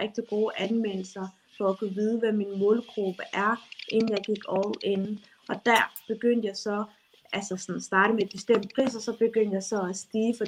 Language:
Danish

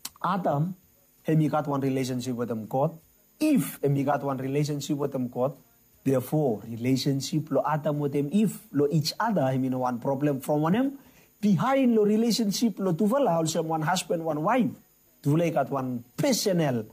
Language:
Bislama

